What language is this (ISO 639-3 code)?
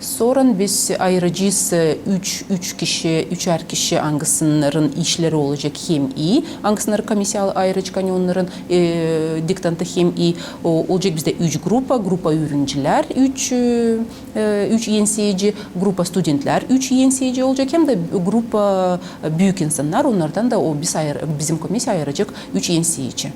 gag